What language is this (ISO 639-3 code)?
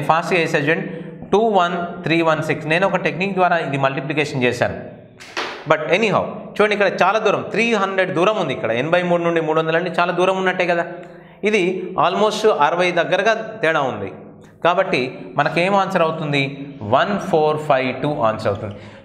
tel